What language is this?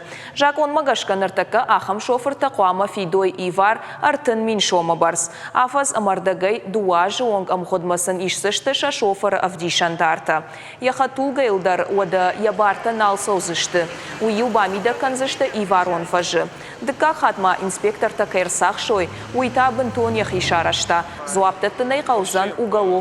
Ossetic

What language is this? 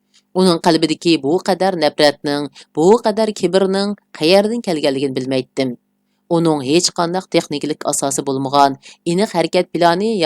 Uyghur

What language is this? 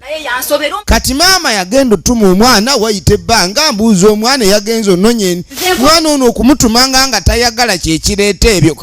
Ganda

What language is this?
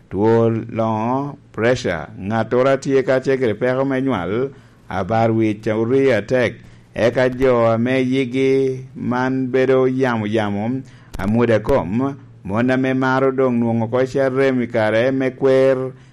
Lango (Uganda)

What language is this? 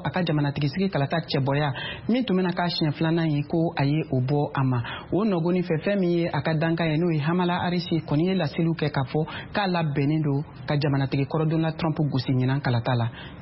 Bambara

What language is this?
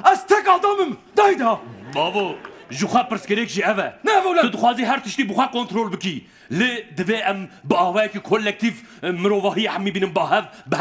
Kurdish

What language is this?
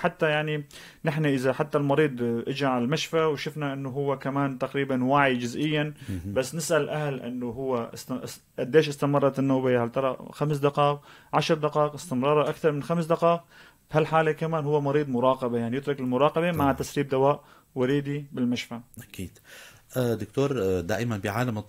North Levantine Arabic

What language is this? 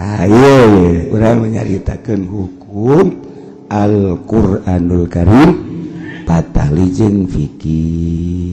Sundanese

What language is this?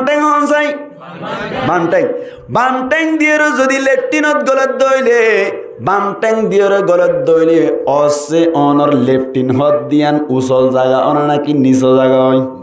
Rohingya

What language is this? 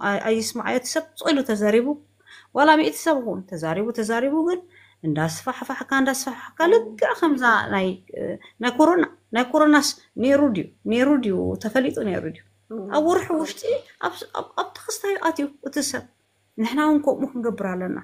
Tigrinya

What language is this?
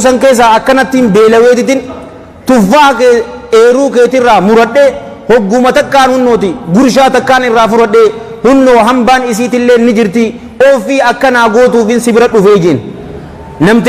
Oromo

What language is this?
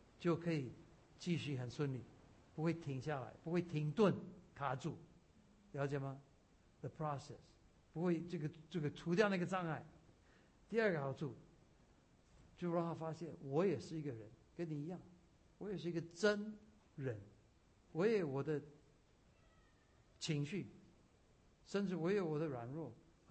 Chinese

